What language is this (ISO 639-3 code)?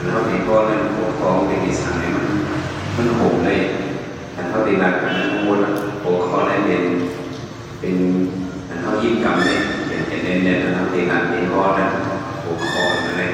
shn